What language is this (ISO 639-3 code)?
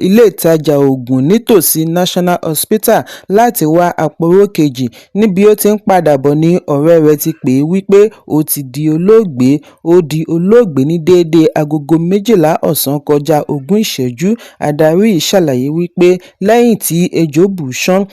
yor